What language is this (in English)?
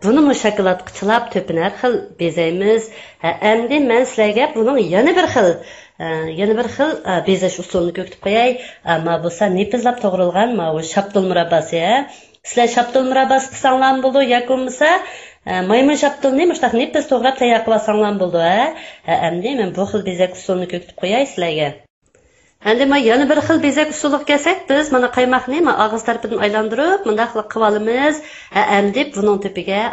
Uyghur